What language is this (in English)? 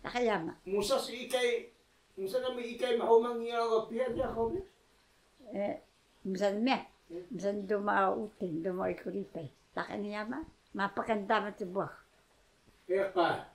Taroko